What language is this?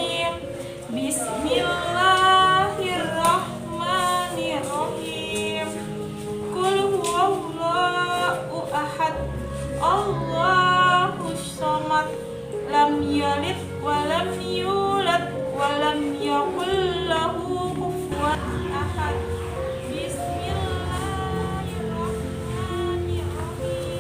Betawi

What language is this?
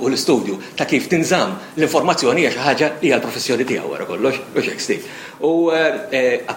Maltese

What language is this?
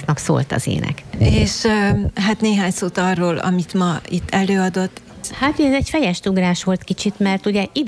Hungarian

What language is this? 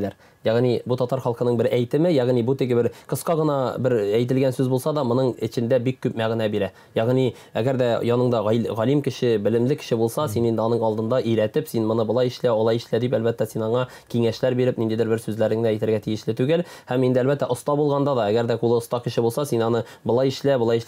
Tatar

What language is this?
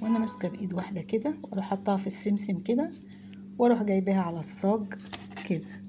Egyptian Arabic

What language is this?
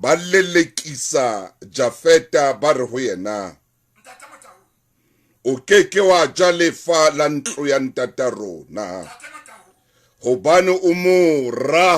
Southern Sotho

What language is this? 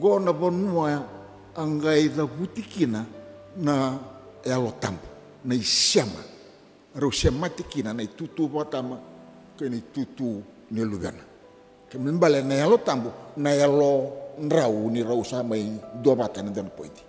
Fijian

